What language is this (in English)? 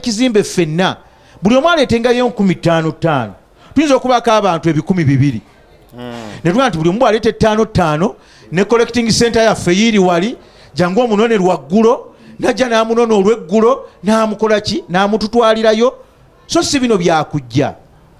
Ganda